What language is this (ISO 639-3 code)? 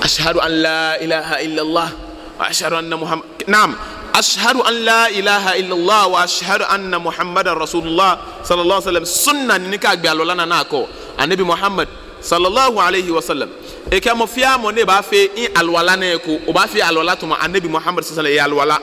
gaa